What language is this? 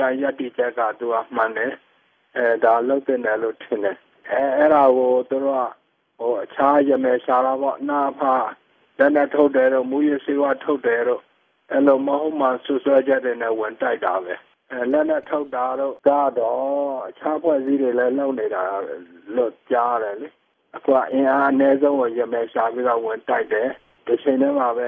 Burmese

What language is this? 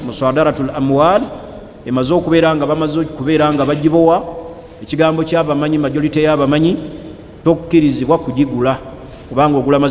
Ganda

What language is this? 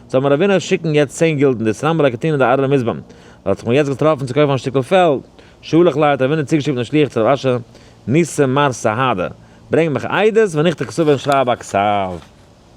Yiddish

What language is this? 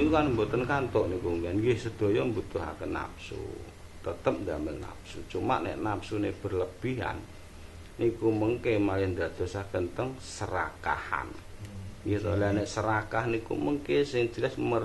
Javanese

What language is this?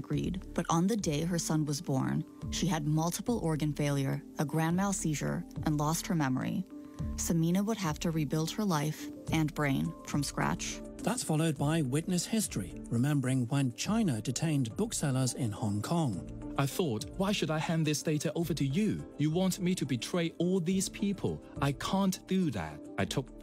English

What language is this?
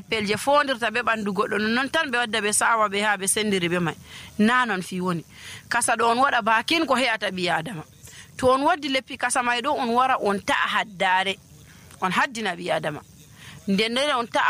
Nigerian Fulfulde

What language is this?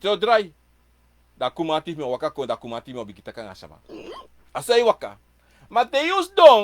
Sranan Tongo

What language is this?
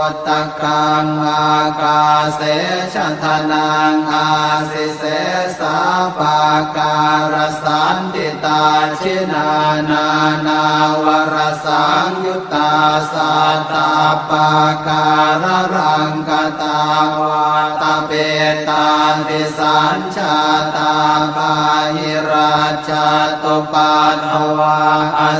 Pali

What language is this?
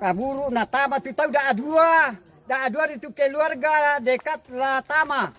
Toraja-Sa'dan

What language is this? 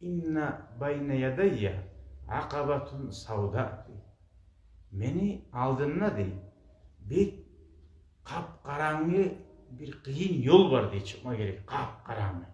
Kumyk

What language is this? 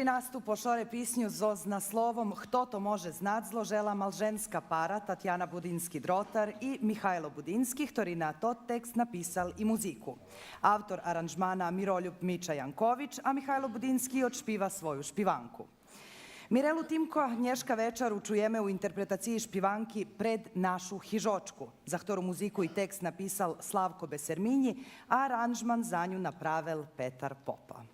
Rusyn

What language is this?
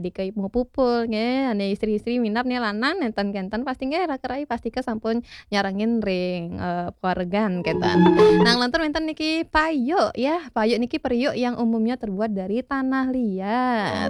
Balinese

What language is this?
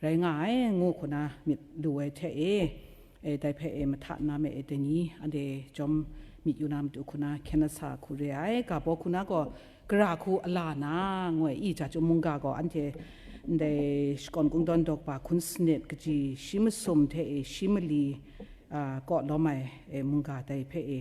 Kachin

